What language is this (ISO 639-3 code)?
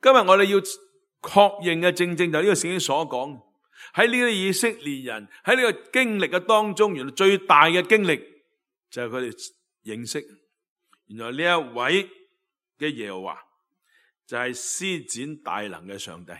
yue